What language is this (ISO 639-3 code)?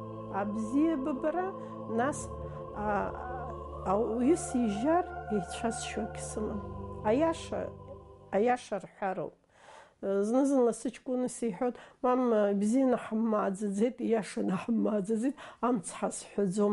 abk